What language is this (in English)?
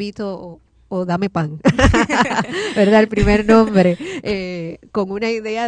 Spanish